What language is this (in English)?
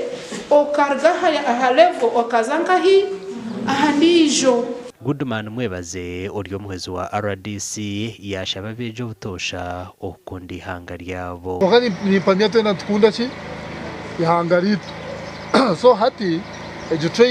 Nyankole